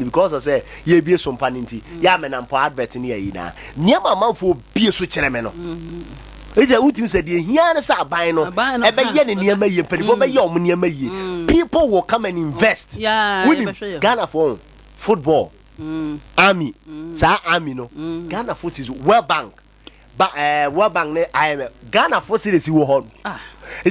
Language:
Akan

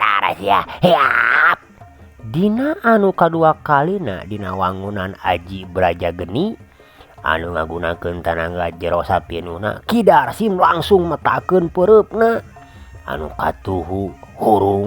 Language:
Sundanese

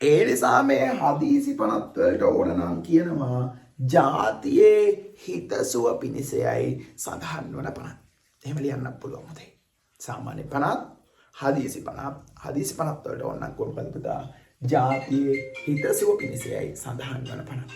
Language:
Sinhala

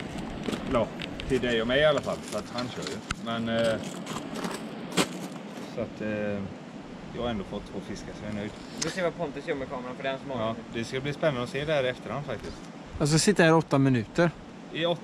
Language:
Swedish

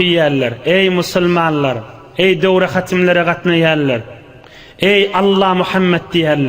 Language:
Turkmen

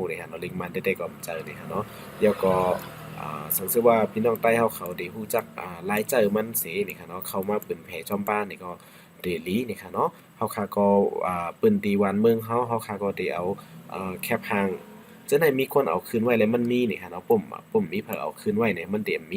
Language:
Shan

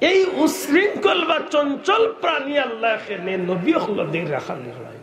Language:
Sylheti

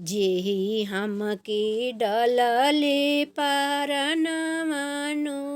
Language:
Bhojpuri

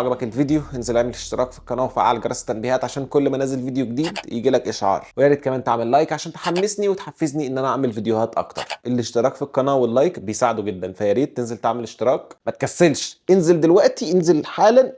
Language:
Egyptian Arabic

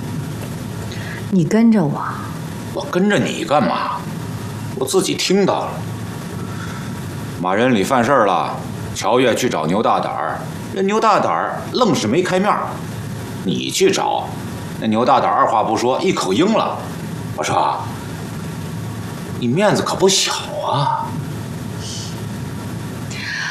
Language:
Chinese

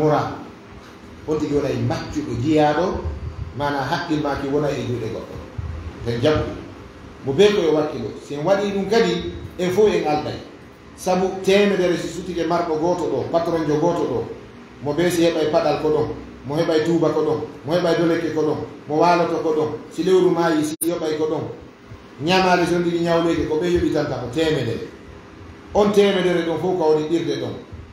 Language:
Fula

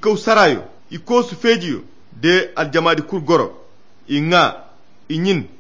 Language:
Koyra Chiini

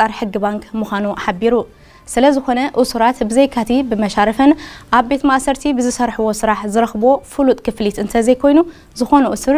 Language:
Tigrinya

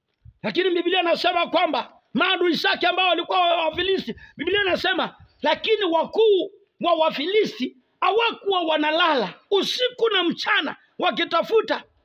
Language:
Swahili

